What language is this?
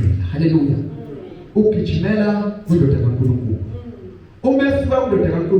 Zulu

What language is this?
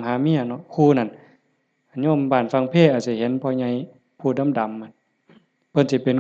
Northeastern Thai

